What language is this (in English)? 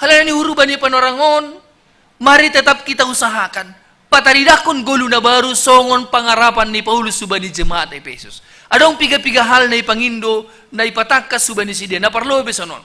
Batak Simalungun